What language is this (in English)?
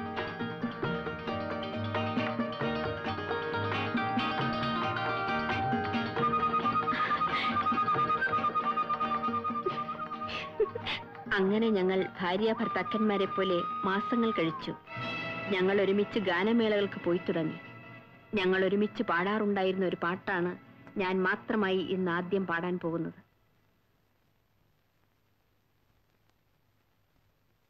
Malayalam